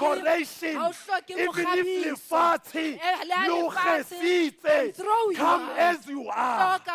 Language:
Southern Sotho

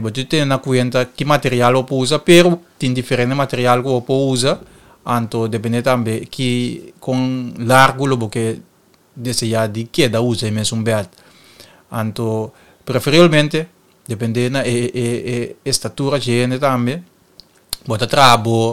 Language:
Papiamento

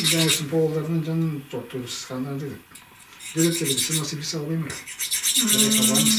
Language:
Tuvinian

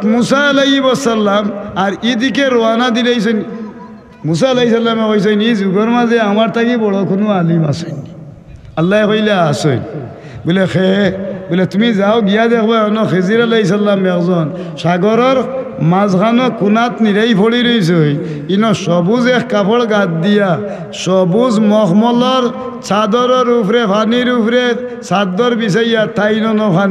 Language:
Sylheti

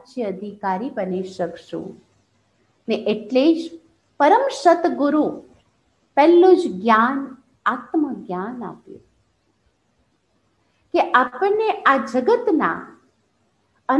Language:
Gujarati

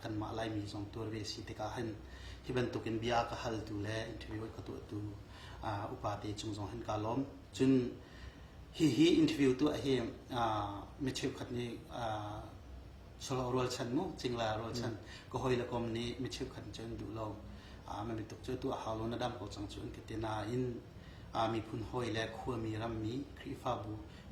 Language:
Hakha Chin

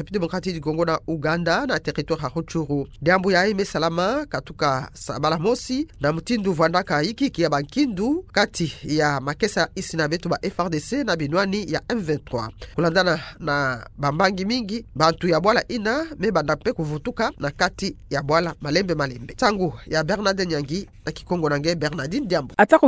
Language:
Kituba (Democratic Republic of Congo)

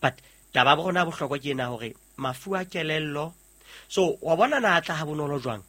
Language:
Southern Sotho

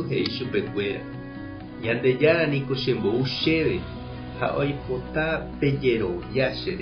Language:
Guarani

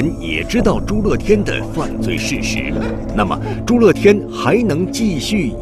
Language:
Chinese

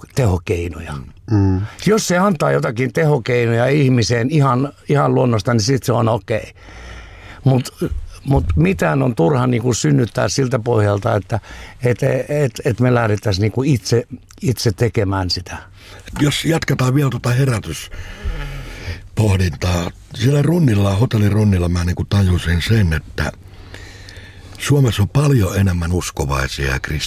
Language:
Finnish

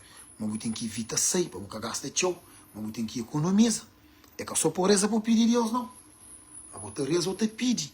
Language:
Kabuverdianu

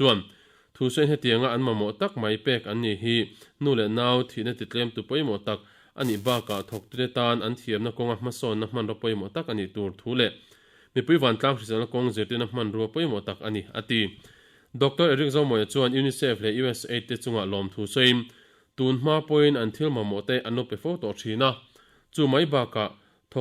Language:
Mizo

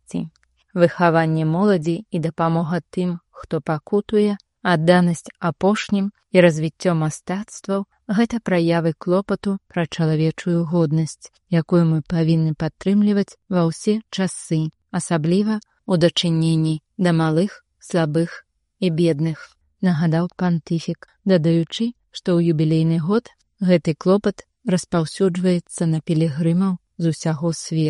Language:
Belarusian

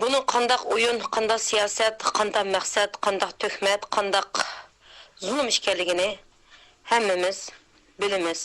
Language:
Uyghur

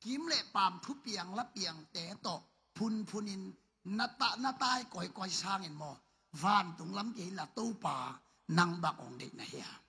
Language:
Tedim Chin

